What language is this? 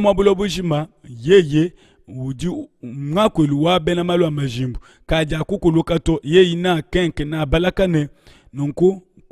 Luba-Lulua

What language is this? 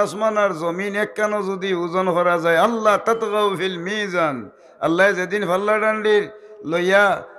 Sylheti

